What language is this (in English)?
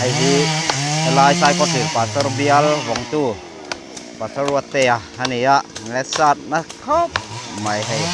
Mizo